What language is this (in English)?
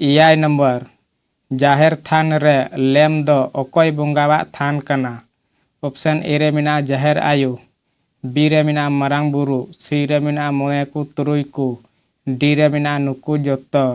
Santali